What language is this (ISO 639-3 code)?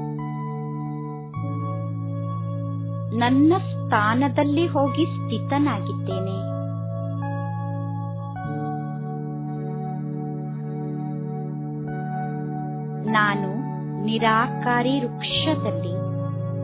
kan